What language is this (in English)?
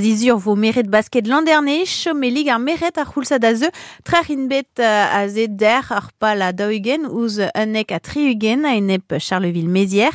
Breton